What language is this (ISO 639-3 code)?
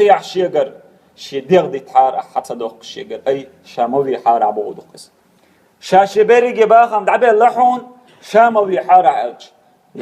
che